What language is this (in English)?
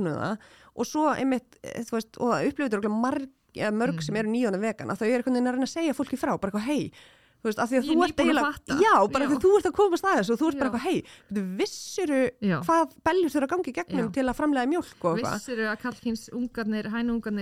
Icelandic